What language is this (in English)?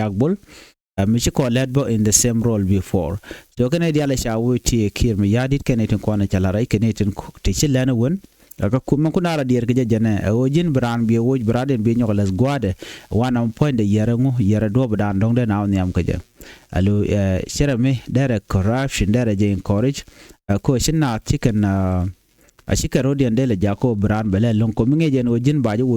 Nuer